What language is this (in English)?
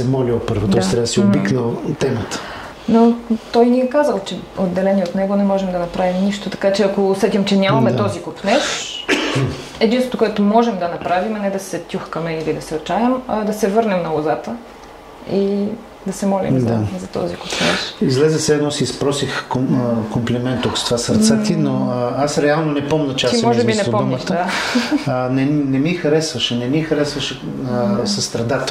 Bulgarian